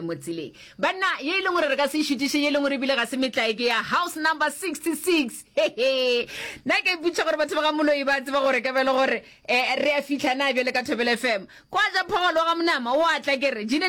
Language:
Northern Sotho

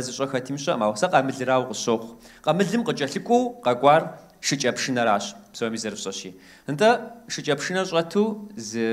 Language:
Kabardian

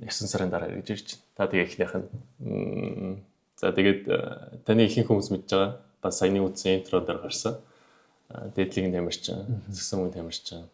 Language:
Mongolian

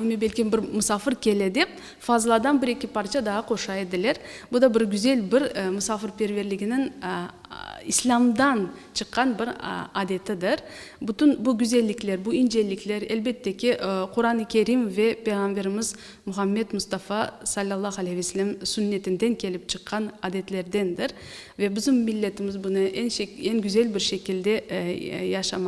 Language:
Crimean Tatar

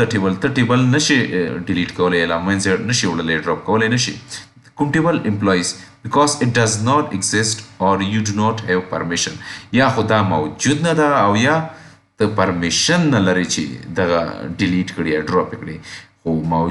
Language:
Pashto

